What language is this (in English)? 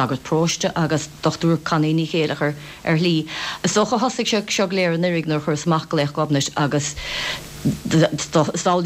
Irish